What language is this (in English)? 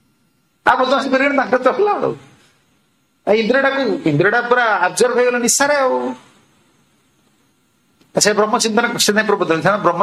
Odia